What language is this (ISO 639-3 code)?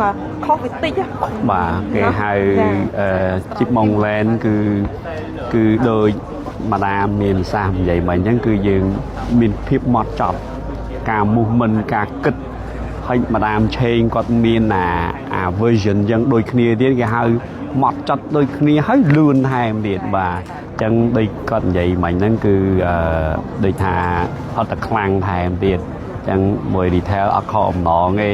khm